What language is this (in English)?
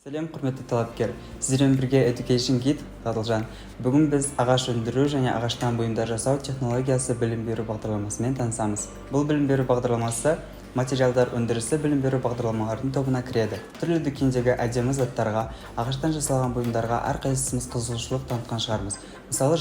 Kazakh